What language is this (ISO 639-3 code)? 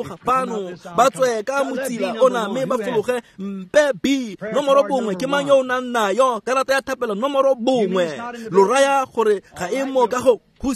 tsn